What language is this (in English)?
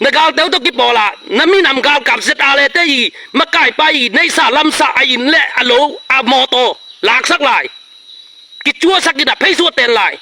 Tedim Chin